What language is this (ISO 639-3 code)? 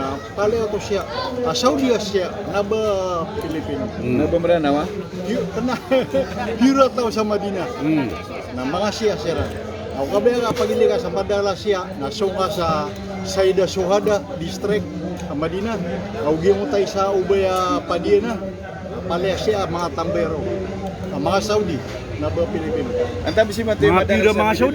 mrw